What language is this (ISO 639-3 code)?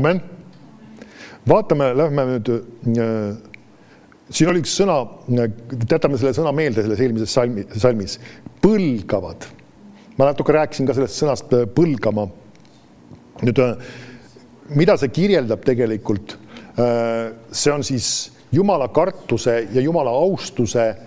est